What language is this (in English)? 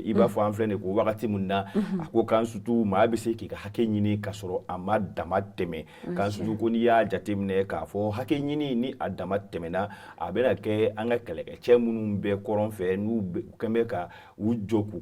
Bambara